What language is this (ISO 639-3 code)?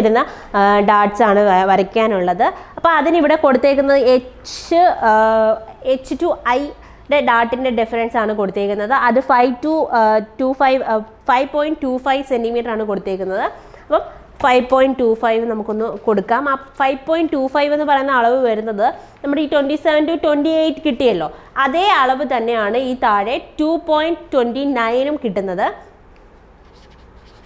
mal